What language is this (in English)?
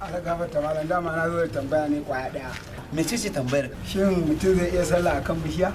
Hausa